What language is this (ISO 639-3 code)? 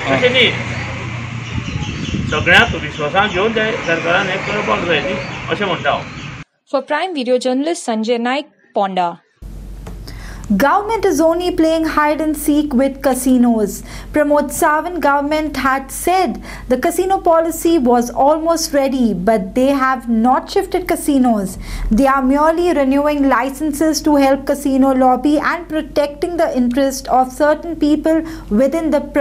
kok